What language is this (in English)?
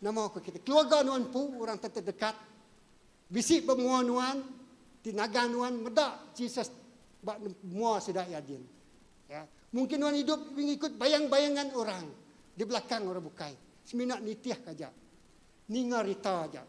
Iban